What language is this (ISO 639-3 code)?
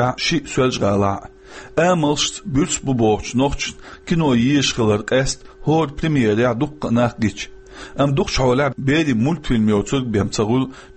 che